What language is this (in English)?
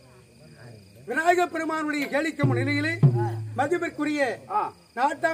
Tamil